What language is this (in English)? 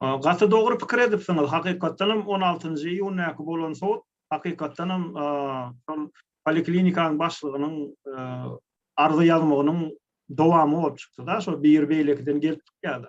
Turkmen